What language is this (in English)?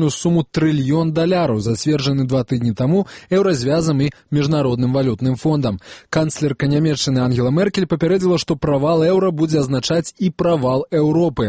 Belarusian